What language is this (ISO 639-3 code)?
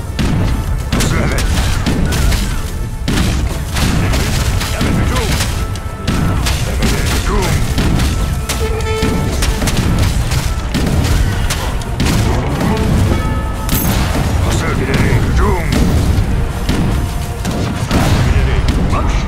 tur